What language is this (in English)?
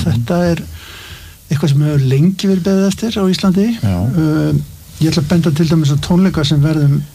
Icelandic